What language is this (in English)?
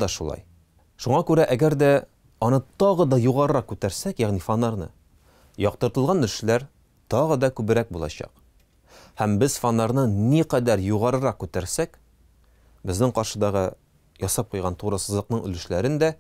Tatar